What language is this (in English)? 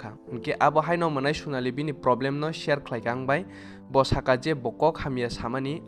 Kok Borok